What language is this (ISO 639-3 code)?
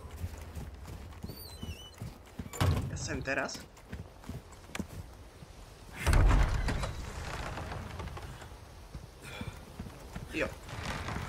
slk